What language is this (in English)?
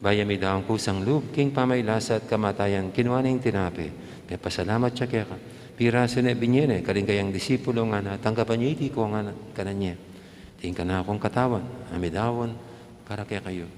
Pampanga